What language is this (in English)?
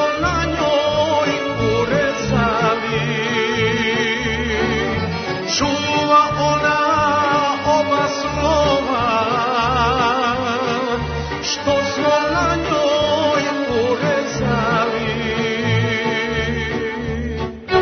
Serbian